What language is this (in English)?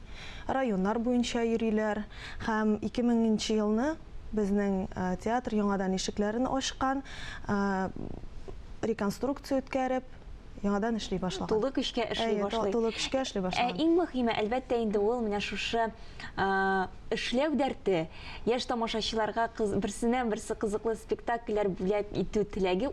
Tatar